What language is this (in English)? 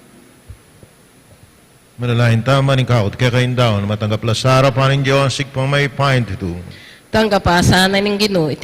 Pampanga